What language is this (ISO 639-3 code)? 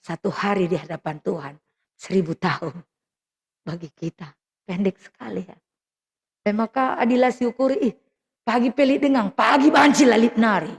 btx